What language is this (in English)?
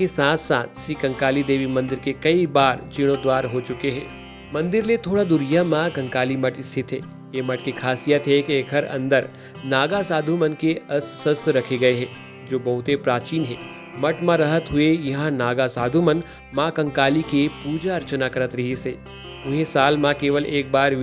Chhattisgarhi